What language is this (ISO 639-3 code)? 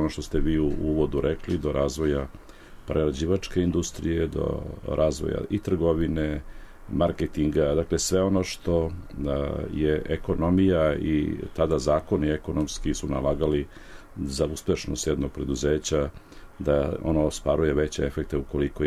srp